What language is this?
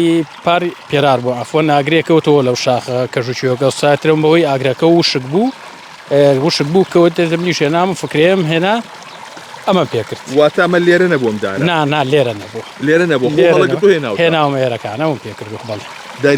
Central Kurdish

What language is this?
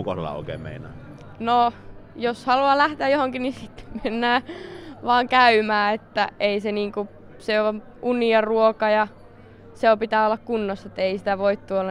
Finnish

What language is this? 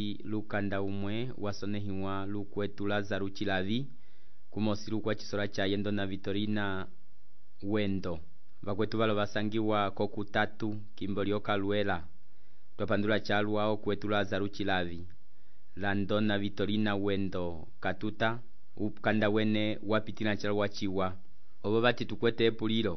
Umbundu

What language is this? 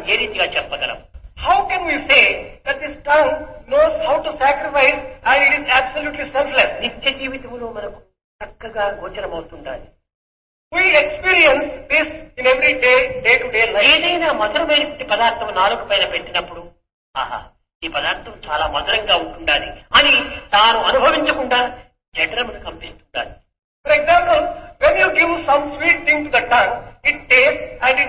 Telugu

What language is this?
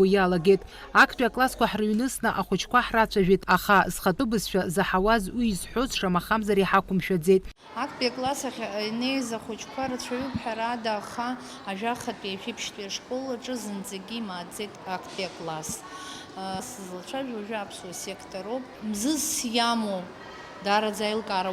Abkhazian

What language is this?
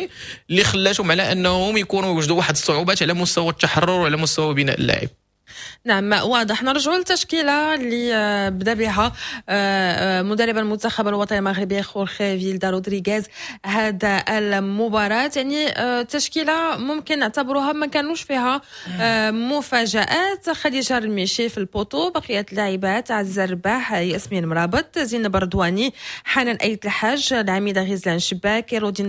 Moroccan Arabic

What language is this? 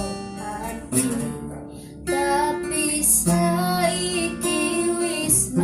Javanese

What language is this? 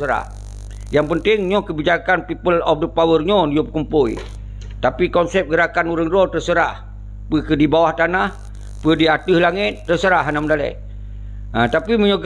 Achinese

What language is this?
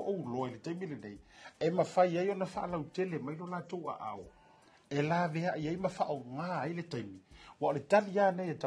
Samoan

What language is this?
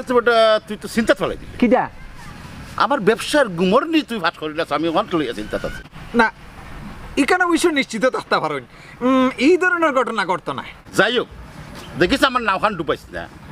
Sylheti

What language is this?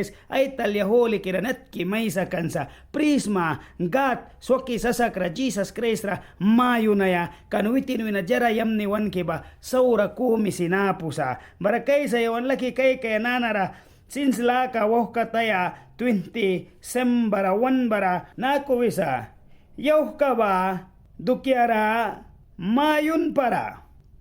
Mískito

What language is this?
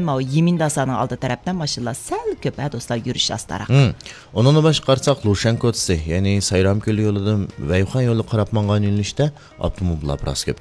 Uyghur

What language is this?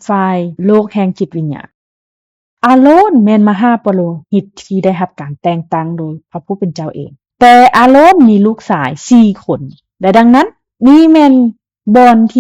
Lao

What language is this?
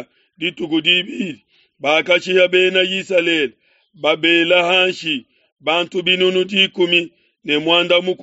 Luba-Lulua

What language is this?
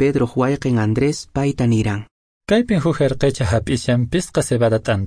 Quechua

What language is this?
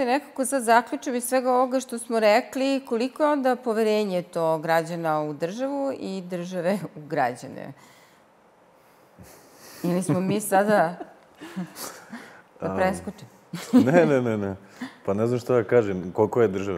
Serbian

